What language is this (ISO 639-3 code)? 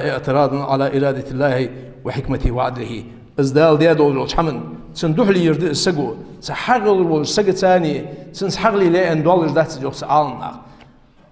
inh